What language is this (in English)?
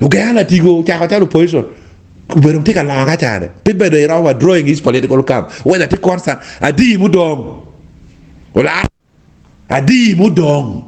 Acoli